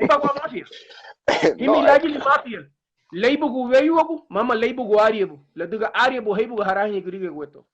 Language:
Garifuna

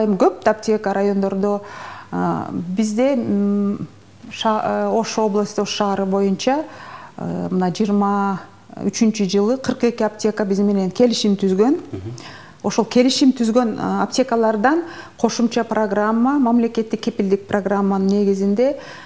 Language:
Kyrgyz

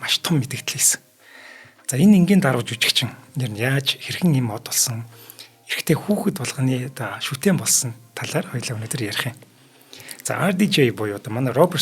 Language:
Mongolian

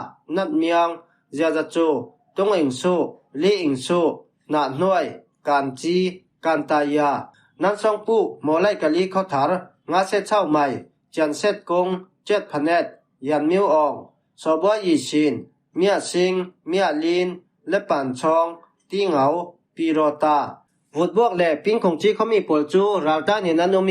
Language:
Falam Chin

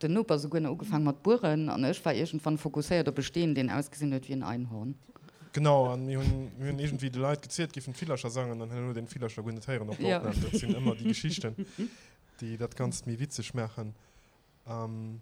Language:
Luxembourgish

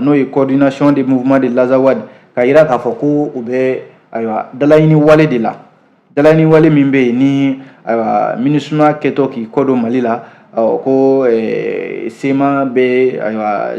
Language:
Bambara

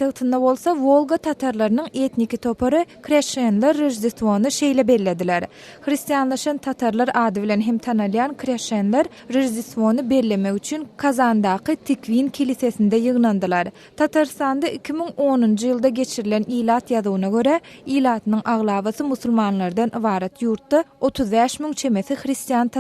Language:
Turkmen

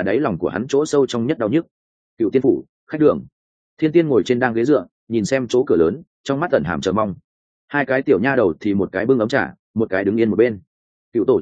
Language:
Vietnamese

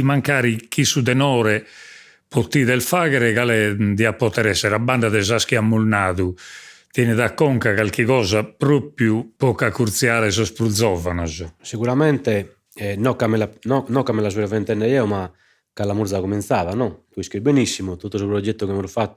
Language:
Sardinian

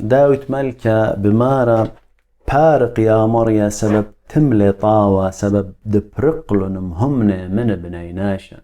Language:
Assyrian Neo-Aramaic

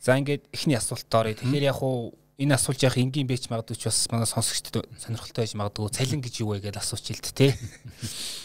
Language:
Mongolian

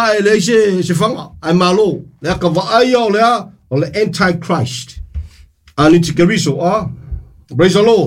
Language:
Samoan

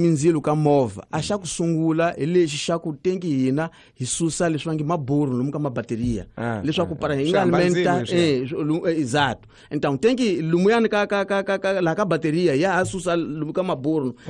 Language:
Tsonga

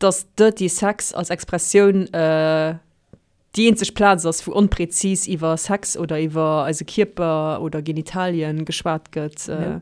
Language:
Luxembourgish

